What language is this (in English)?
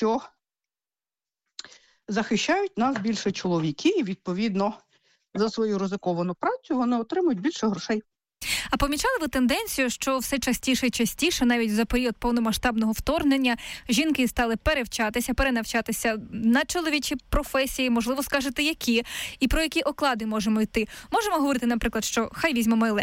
Ukrainian